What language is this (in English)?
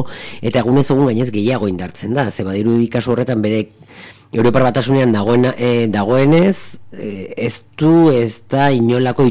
Basque